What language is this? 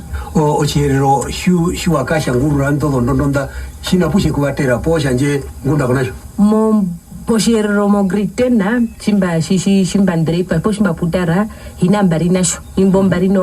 Herero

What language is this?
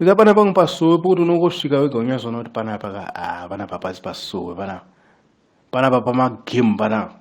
Shona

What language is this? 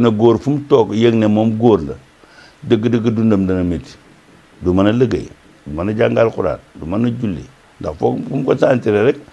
Wolof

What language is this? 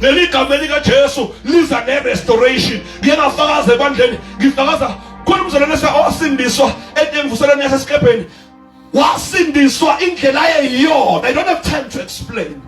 Zulu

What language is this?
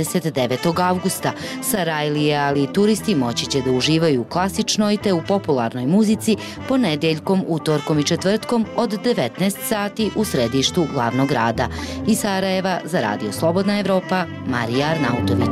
Bosnian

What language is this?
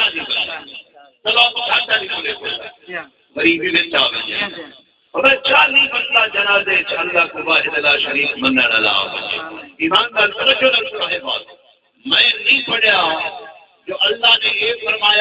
Saraiki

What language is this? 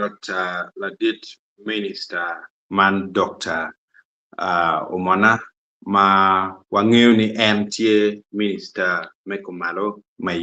Acoli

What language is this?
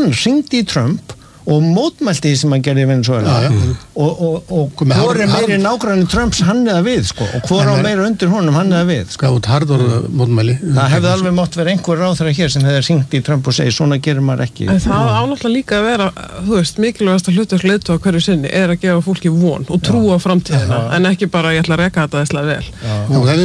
Icelandic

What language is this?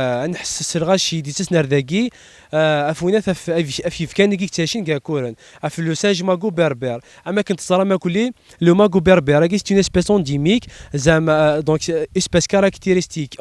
Kabyle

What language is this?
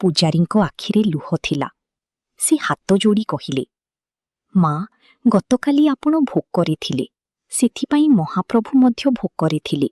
Odia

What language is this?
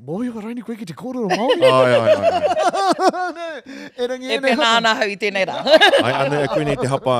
Māori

